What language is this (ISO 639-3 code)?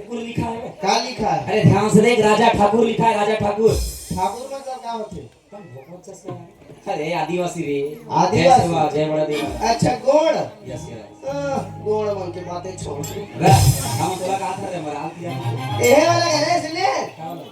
hne